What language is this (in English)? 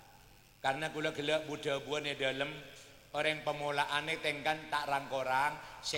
Madurese